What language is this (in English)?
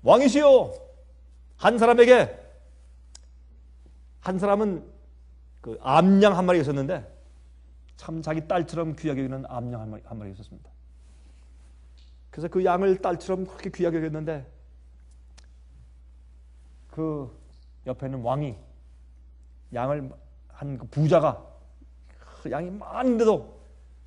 Korean